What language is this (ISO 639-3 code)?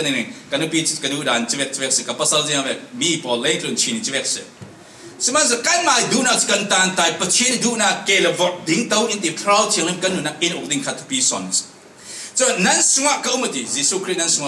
cfm